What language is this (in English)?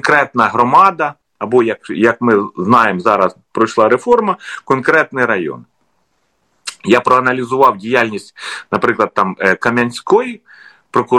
Ukrainian